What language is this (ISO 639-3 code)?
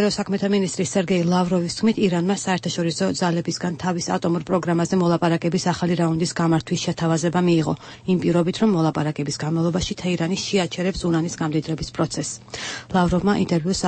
kat